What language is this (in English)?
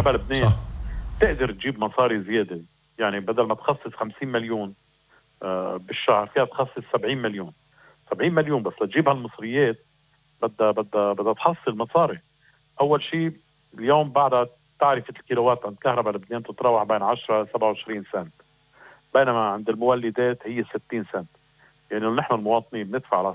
North Levantine Arabic